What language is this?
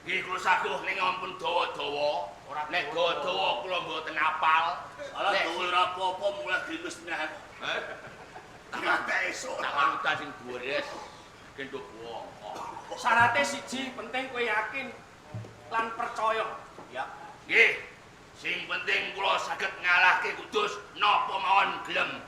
Javanese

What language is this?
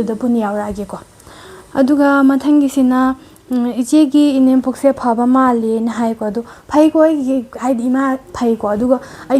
Manipuri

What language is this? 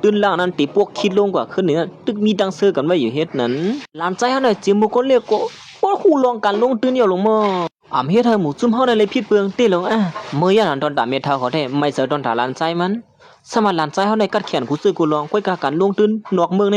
Shan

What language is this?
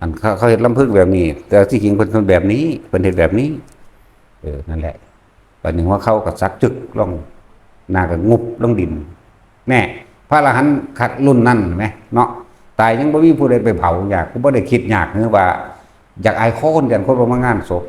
Northeastern Thai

